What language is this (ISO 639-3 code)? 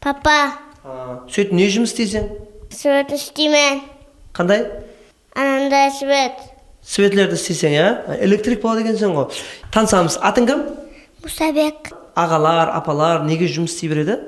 kaa